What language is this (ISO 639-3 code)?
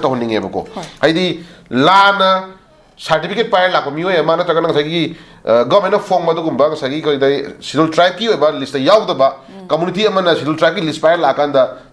mni